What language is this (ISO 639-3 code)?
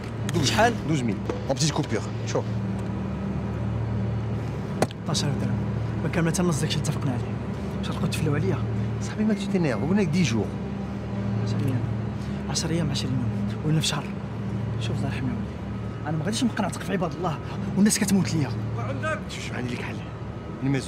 ary